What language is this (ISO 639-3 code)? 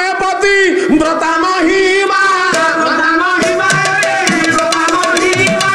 ori